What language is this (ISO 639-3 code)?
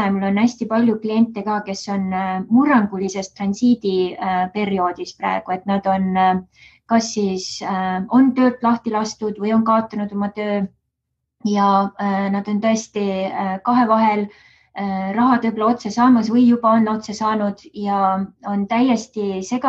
est